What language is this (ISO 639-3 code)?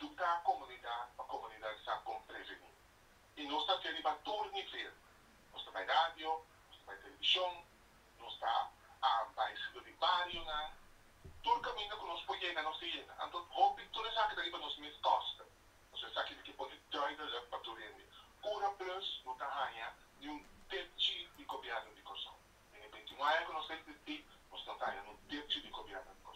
pap